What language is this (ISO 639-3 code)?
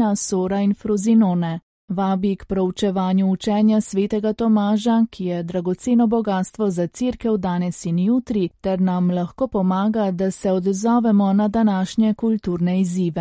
slv